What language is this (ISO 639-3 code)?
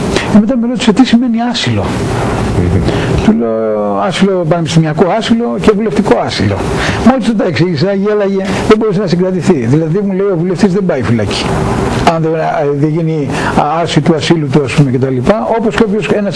ell